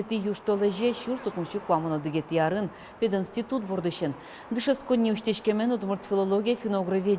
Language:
Udmurt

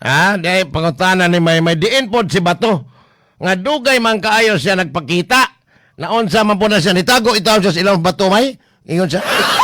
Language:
Cebuano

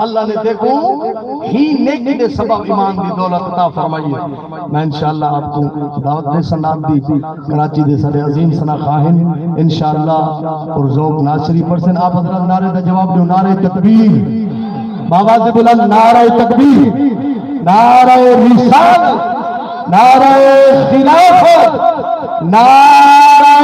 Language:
Saraiki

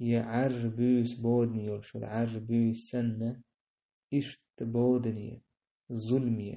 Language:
Chechen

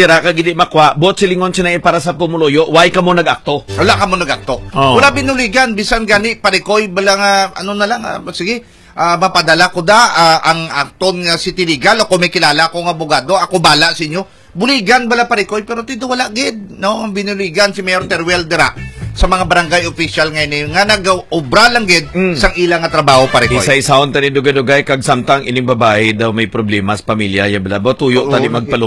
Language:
Hiligaynon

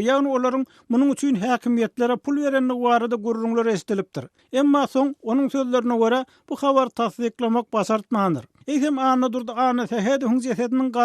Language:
Turkmen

